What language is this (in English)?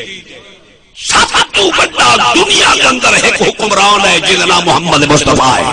Saraiki